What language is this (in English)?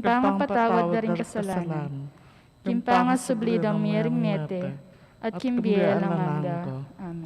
Pampanga